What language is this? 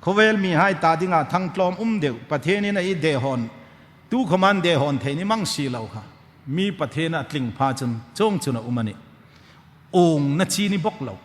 Hmar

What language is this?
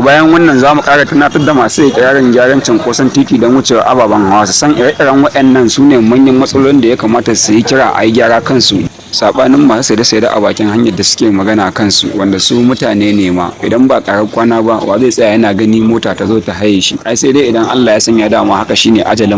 Hausa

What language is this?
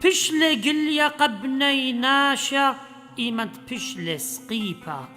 Assyrian Neo-Aramaic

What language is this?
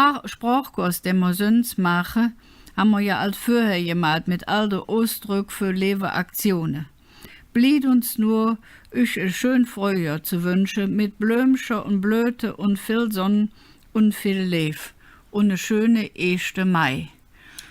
Colognian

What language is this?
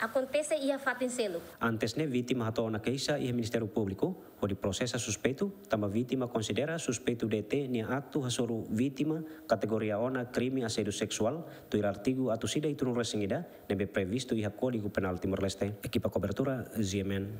Tetum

